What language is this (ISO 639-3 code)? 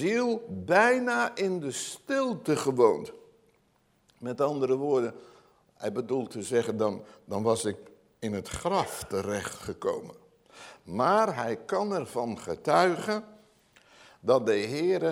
nld